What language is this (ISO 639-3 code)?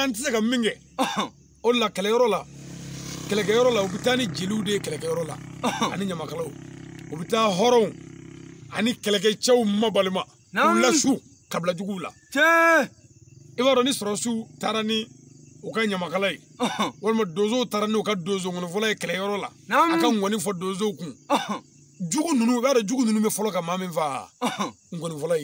bam